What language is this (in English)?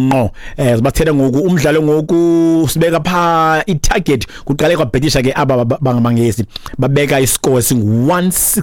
Xhosa